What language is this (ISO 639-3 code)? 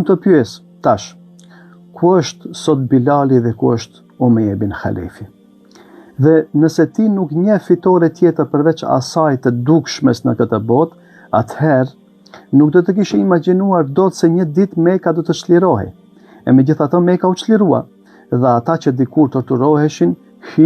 sqi